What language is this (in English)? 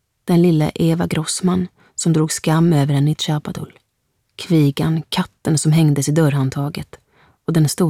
Swedish